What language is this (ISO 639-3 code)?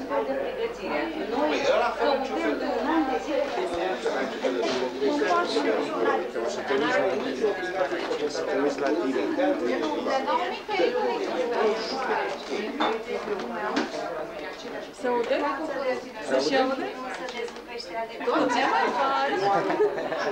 ron